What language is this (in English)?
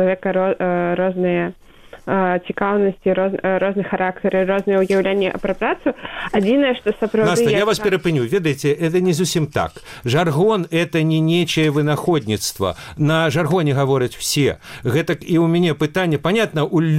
Belarusian